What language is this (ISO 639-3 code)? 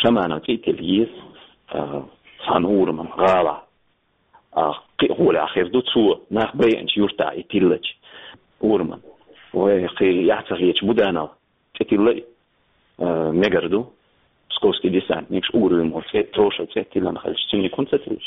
che